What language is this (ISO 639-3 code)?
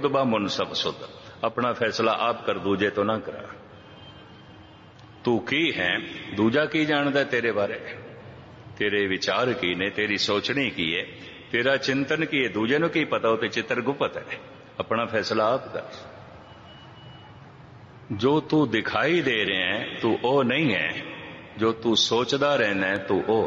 pan